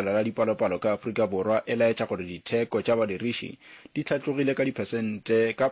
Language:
Northern Sotho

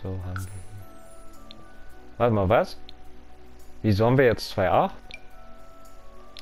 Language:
German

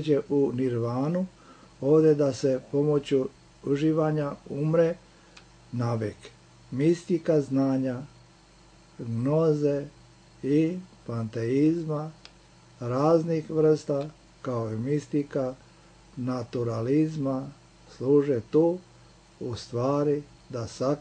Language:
Serbian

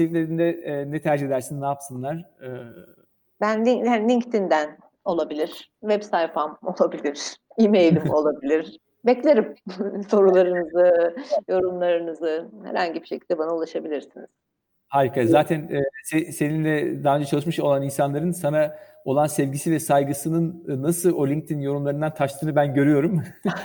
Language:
Turkish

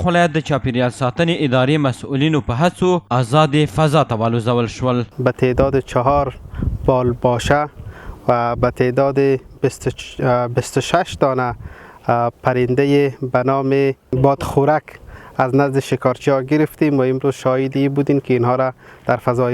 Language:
Pashto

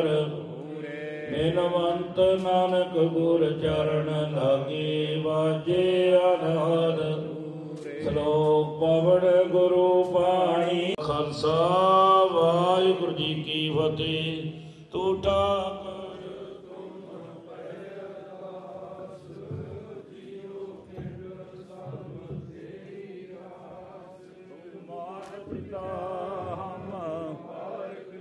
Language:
Punjabi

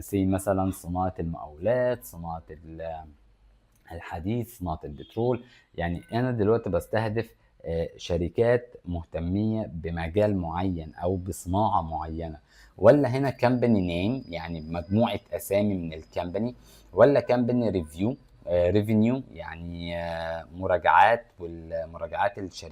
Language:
Egyptian Arabic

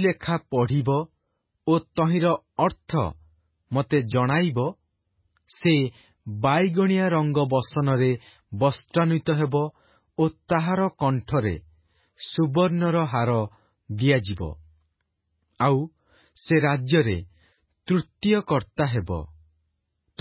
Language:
Odia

